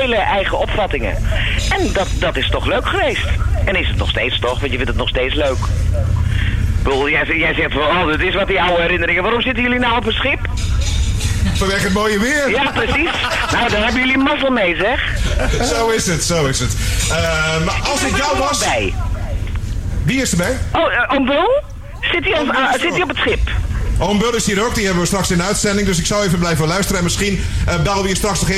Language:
Dutch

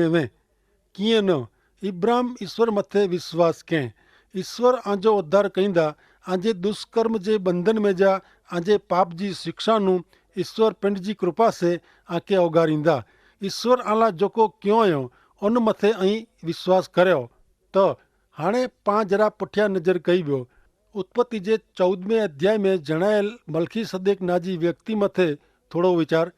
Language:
Kachhi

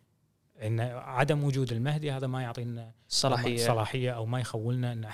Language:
Gulf Arabic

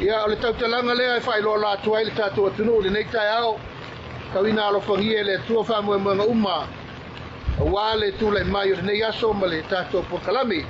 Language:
Samoan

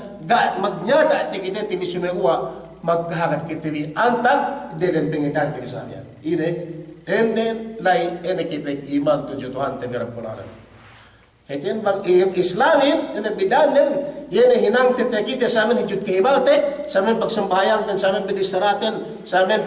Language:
Yakan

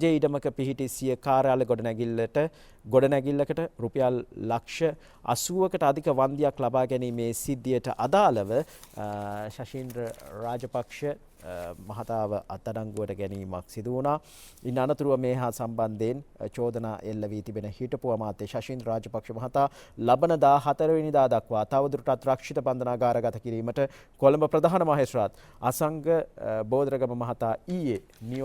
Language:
Sinhala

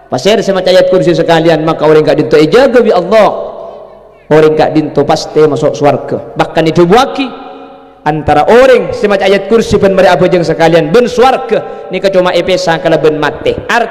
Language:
Madurese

